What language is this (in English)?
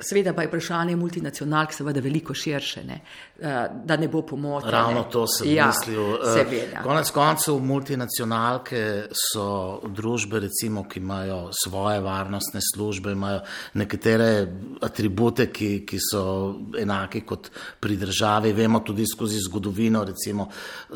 Slovenian